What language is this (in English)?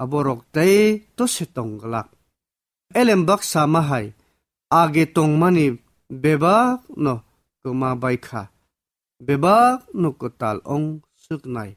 Kok Borok